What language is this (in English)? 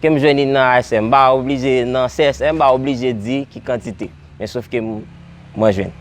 Haitian Creole